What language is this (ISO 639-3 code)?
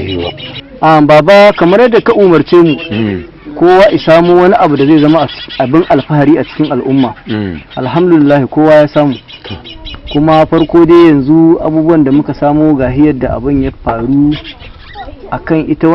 hau